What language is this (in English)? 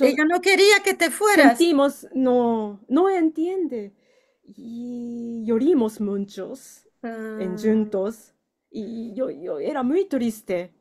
Ladino